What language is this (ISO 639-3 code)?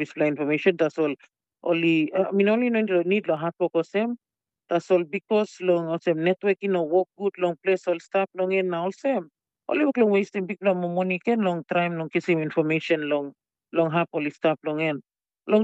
tpi